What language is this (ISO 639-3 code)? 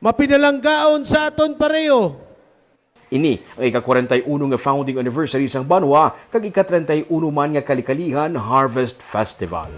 hil